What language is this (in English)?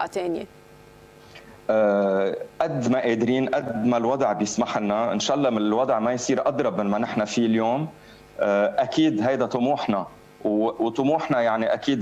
North Levantine Arabic